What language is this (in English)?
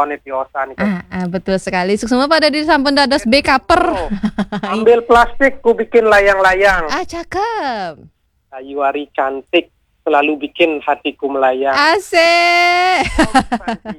Balinese